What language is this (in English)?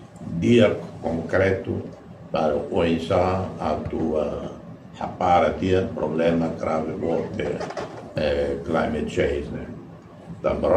Tetum